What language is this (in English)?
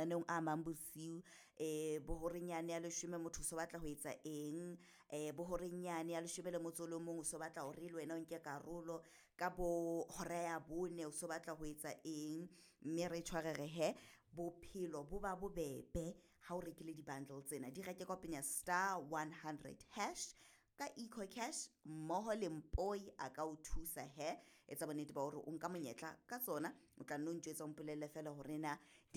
Southern Sotho